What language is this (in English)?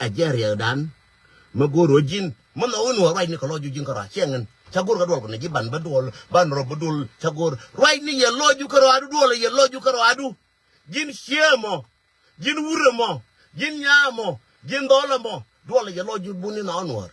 Nuer